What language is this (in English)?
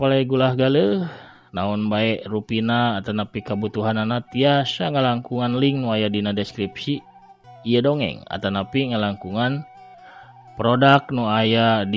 Sundanese